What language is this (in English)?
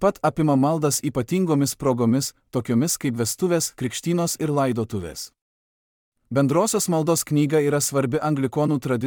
Lithuanian